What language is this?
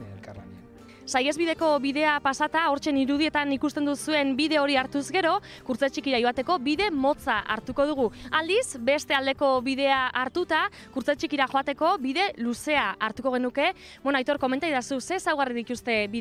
Basque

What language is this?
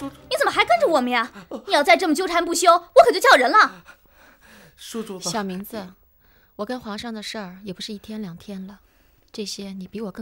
Chinese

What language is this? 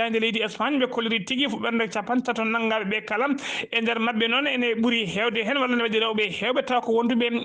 Fula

